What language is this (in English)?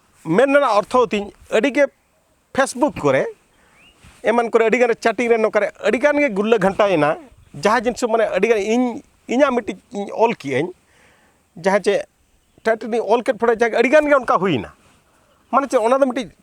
Santali